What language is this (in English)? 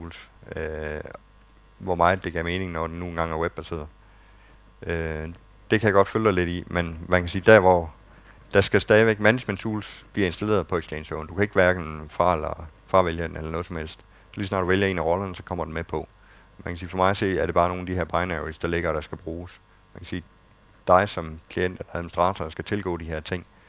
Danish